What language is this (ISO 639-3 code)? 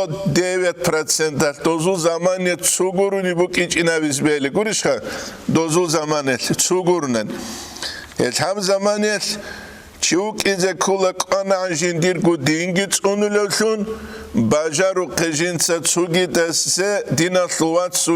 ava